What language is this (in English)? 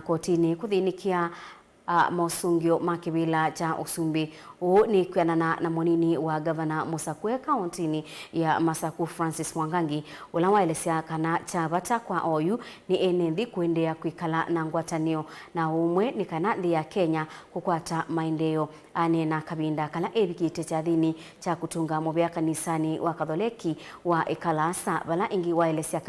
Kamba